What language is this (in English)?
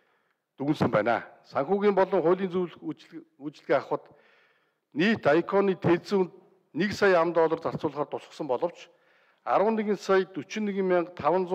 Mongolian